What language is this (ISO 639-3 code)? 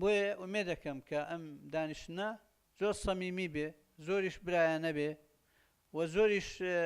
ckb